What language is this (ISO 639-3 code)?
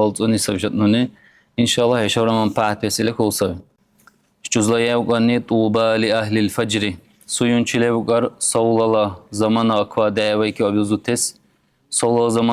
dar